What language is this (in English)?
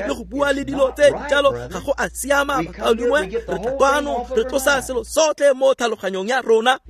Tswana